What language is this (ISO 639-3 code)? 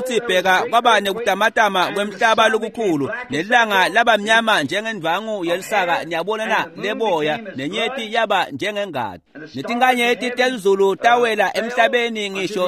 ssw